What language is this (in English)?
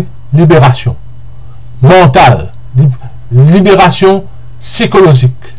Morisyen